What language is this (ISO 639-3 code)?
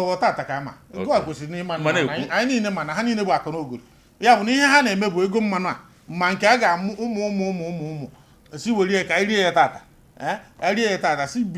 ibo